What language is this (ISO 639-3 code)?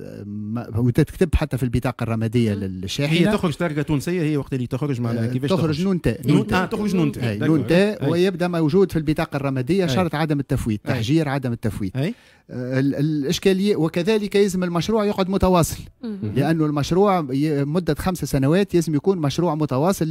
aeb